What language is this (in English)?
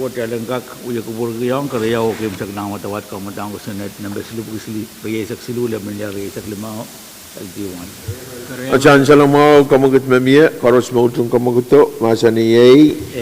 Pohnpeian